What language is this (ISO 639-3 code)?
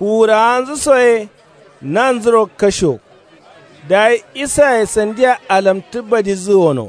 kau